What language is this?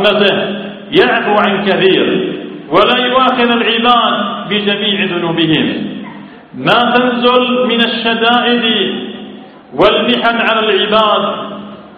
Arabic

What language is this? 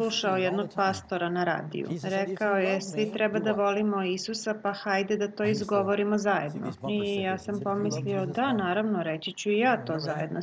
Serbian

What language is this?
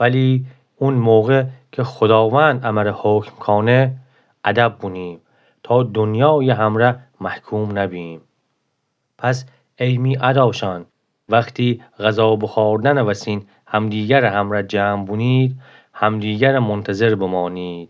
Gilaki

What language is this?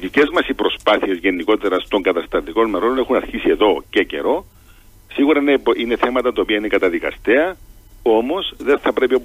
Greek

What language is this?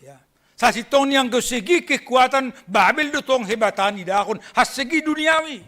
Batak Simalungun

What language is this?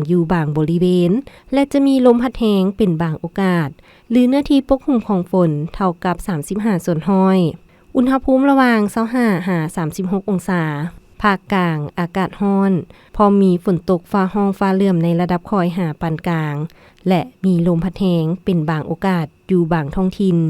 Lao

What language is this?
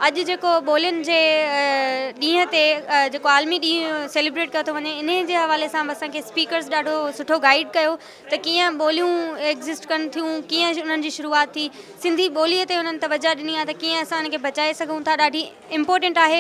Sindhi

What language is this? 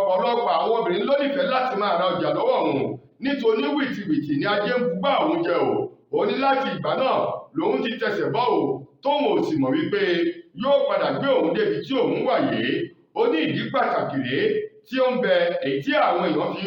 Yoruba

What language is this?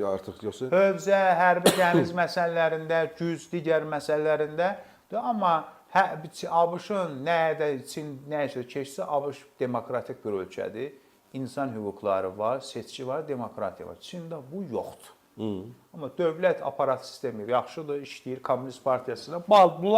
Azerbaijani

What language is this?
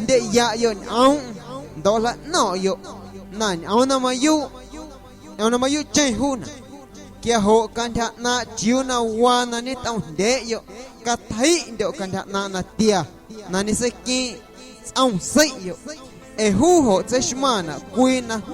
Guerrero Amuzgo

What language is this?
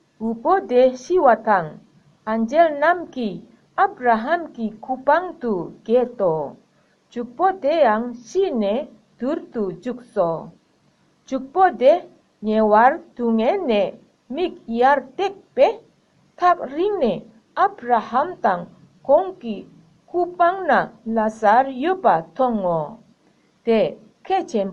Tibetan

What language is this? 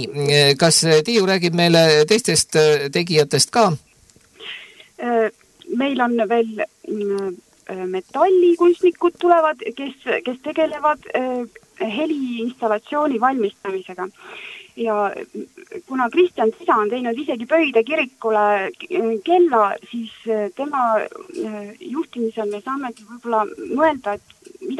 Estonian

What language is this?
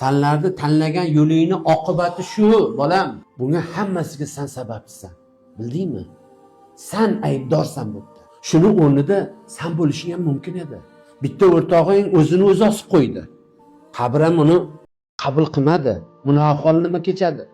Uzbek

